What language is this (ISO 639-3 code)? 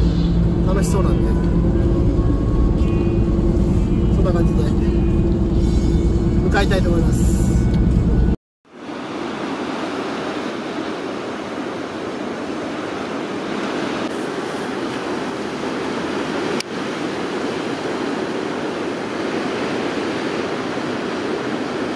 jpn